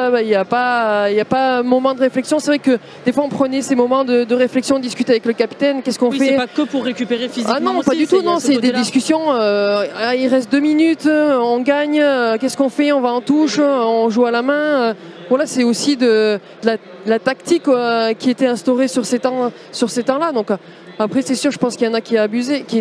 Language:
French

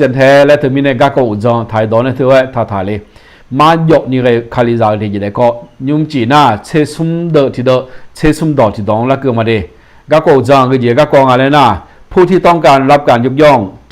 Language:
Akha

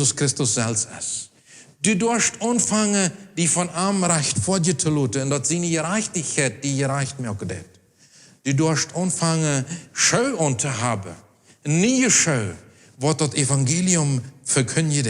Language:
Plautdietsch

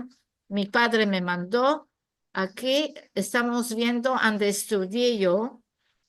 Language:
Ladino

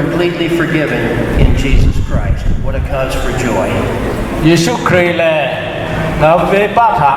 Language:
Lahu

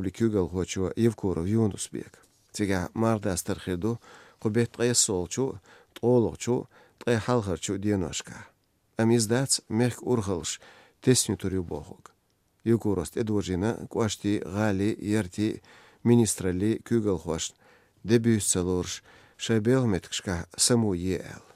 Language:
Chechen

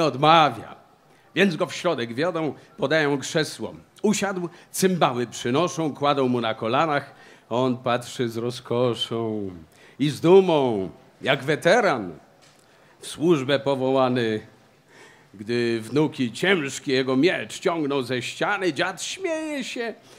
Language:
Polish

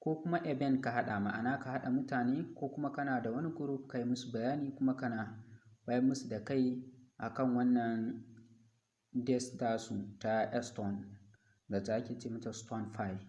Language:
Hausa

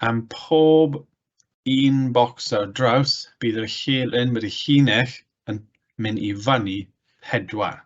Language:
Welsh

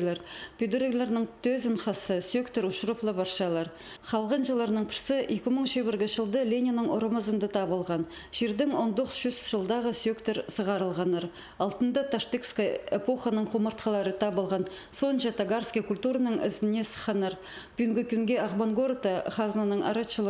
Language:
Khakas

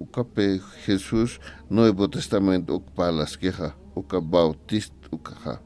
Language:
Aymara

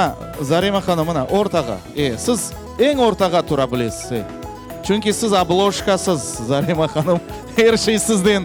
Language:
Crimean Tatar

